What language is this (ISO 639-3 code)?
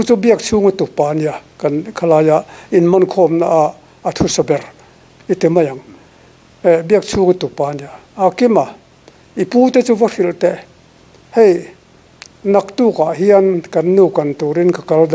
lus